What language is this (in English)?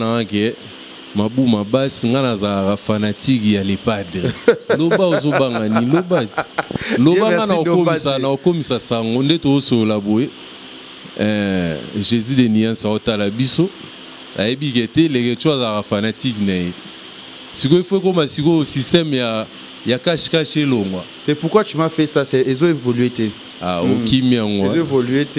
Lingala